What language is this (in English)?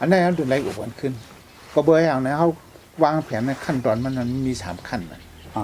Shan